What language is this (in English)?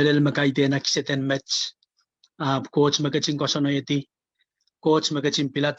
Pohnpeian